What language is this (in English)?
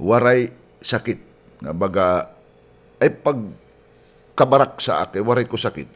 Waray